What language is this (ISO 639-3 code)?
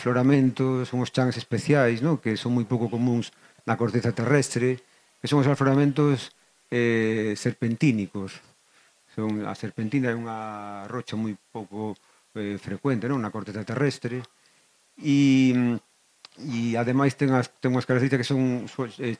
glg